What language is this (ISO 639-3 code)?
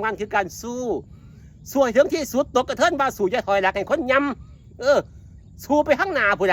tts